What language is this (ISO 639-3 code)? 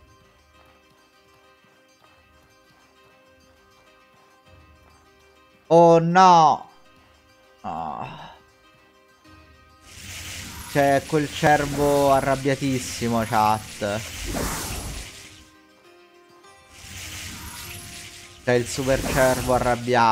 ita